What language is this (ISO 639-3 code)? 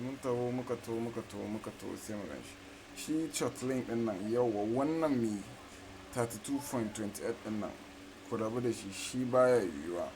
hau